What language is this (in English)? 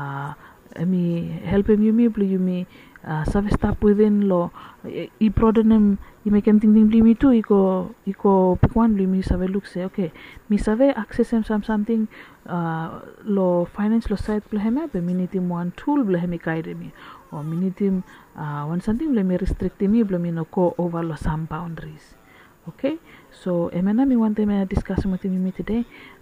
Bislama